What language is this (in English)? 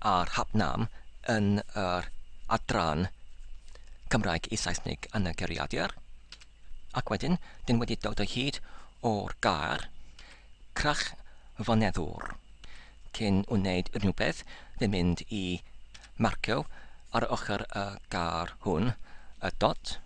Welsh